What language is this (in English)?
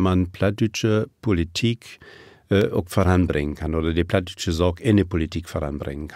Low German